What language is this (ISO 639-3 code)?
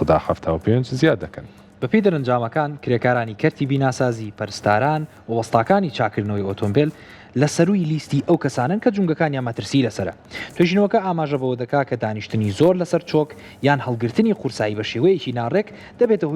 ckb